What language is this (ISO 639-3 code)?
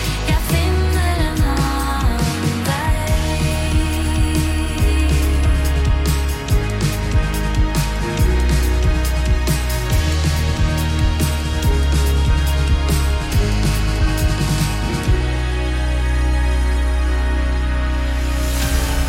nor